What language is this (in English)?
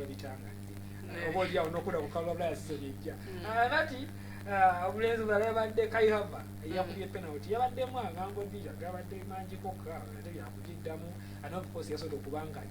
Ganda